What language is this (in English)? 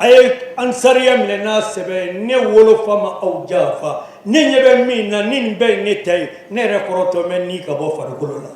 Bambara